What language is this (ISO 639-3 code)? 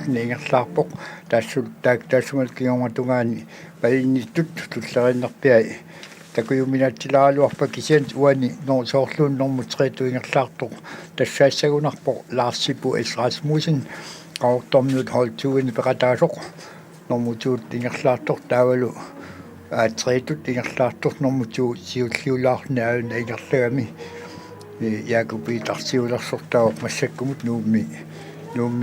kal